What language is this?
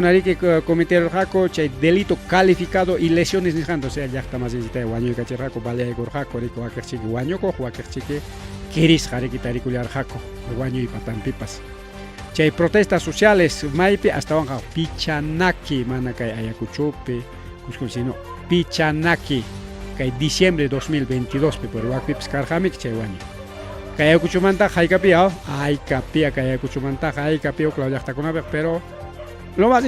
Ayacucho Quechua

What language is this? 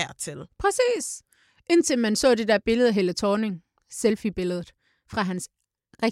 Danish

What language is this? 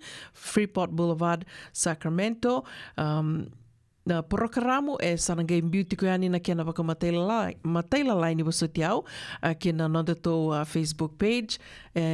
Fijian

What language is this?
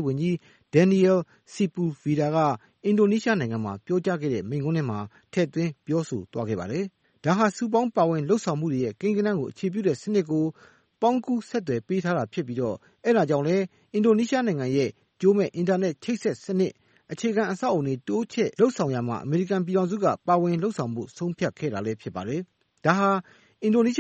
Burmese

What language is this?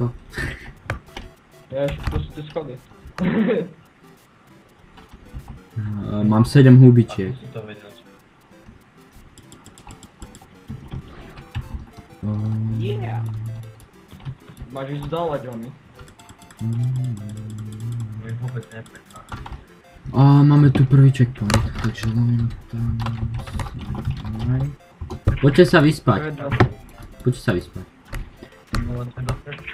Slovak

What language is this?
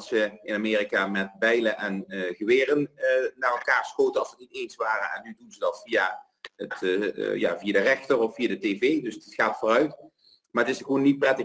Dutch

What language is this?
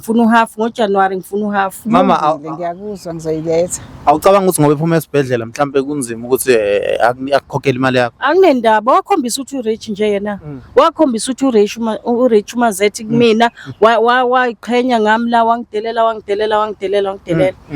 Zulu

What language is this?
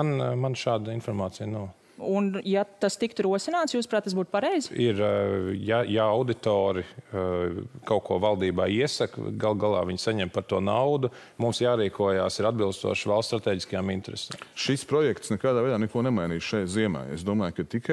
Latvian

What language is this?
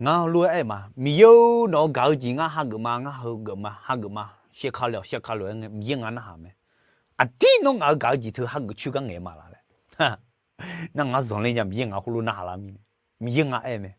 Akha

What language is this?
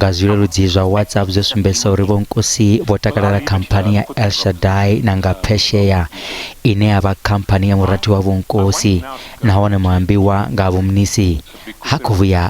Venda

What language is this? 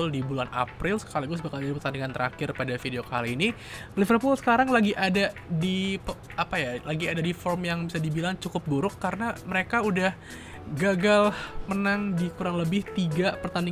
Indonesian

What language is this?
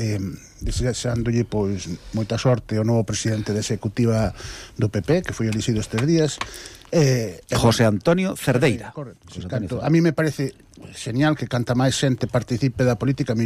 Galician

